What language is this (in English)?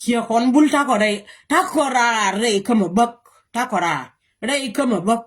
Nuer